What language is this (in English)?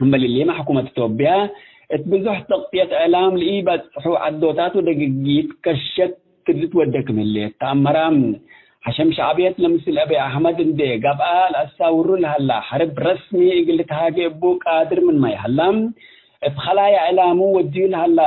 Tigre